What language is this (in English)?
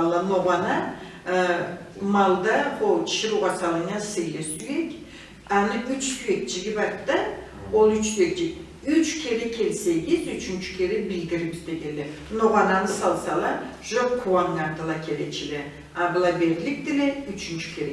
Karachay-Balkar